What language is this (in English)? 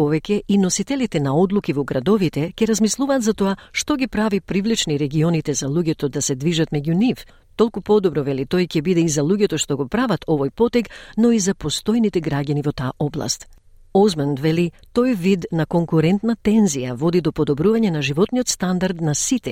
Macedonian